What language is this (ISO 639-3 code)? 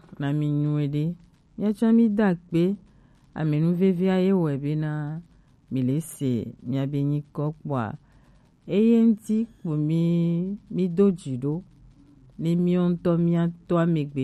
gej